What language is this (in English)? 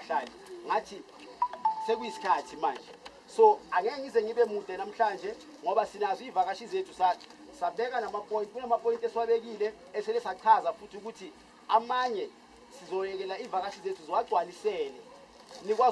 Zulu